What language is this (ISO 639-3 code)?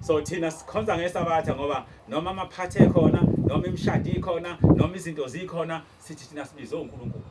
zul